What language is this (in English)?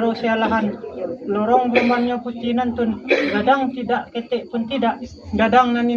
Minangkabau